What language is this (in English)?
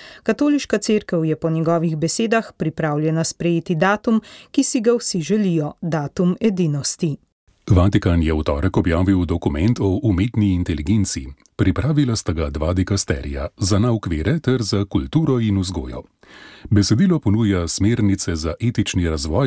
Slovenian